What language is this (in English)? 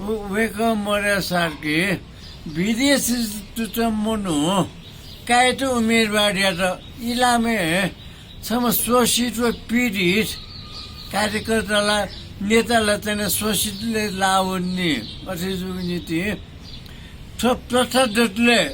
Newari